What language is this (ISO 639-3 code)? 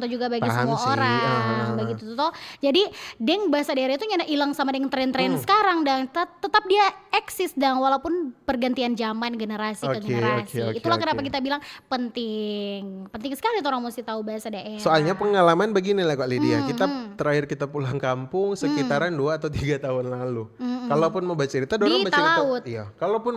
xmm